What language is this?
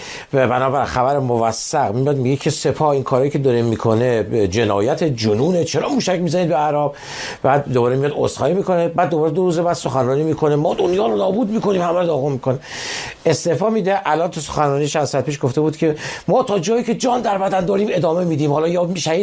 Persian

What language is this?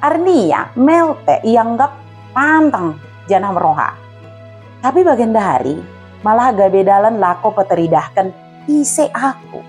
Batak Dairi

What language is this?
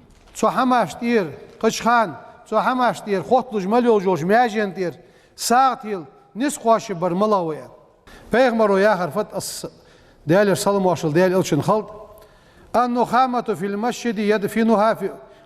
Ingush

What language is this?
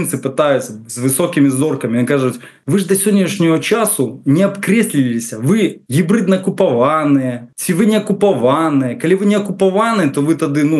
Belarusian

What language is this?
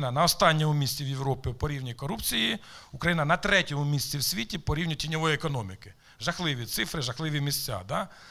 Ukrainian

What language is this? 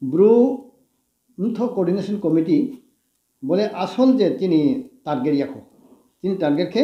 Riang (India)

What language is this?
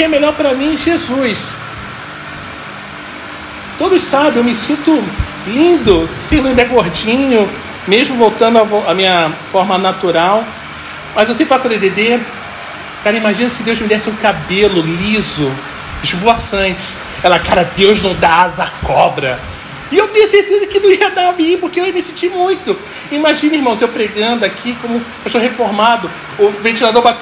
Portuguese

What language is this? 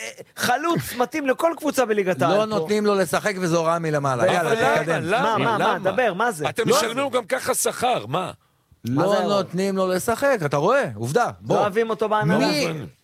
Hebrew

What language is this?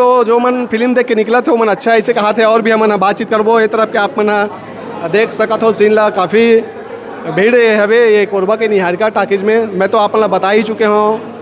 Chhattisgarhi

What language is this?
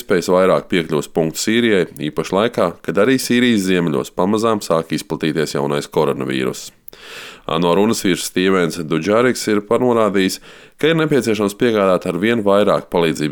Latvian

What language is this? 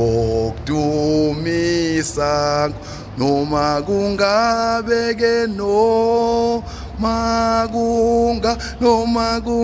Zulu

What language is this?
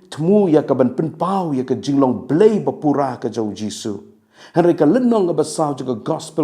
Khasi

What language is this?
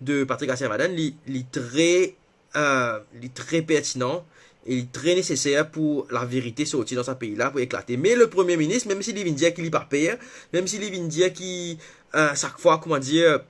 Morisyen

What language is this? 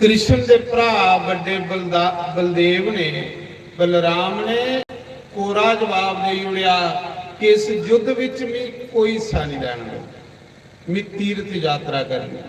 Dogri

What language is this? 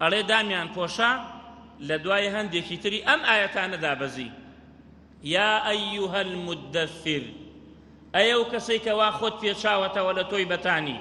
Central Kurdish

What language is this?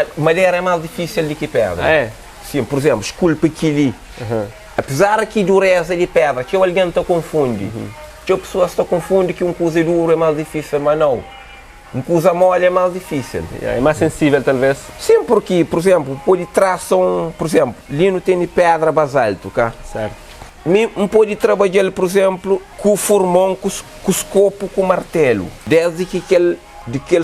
Kabuverdianu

